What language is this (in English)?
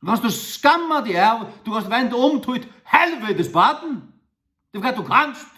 Faroese